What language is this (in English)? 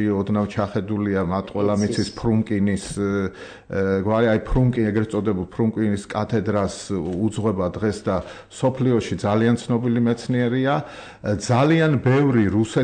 Georgian